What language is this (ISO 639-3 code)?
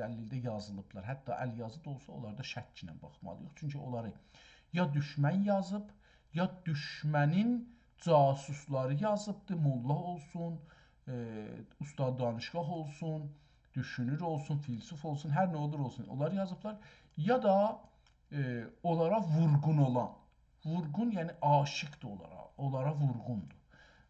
azb